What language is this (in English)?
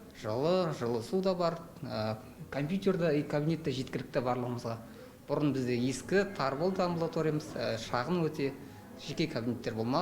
Kazakh